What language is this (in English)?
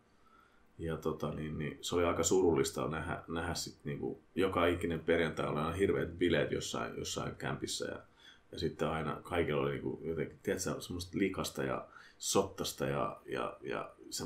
Finnish